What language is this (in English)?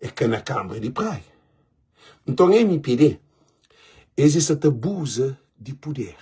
Kabuverdianu